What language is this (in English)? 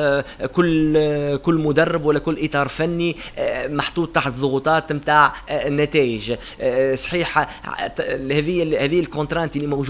Tunisian Arabic